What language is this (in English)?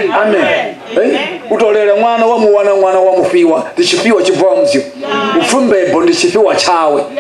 Venda